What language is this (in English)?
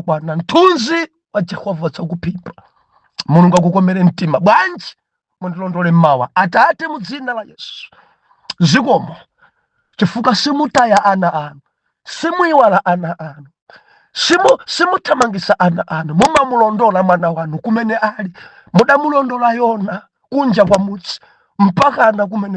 Nyanja